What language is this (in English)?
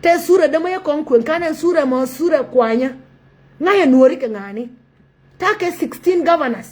Nuer